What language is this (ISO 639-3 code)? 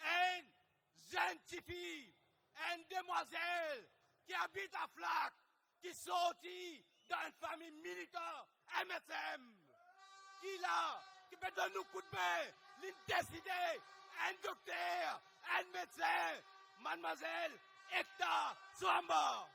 mfe